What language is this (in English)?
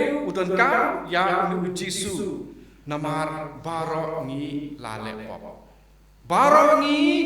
Khasi